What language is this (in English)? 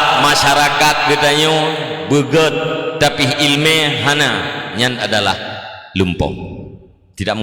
Achinese